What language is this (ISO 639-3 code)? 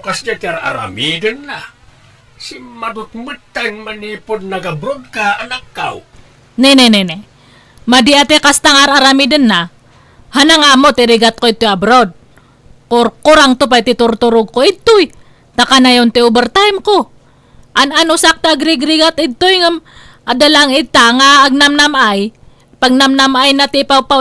ilo